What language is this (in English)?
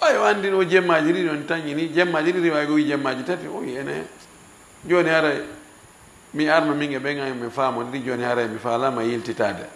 Fula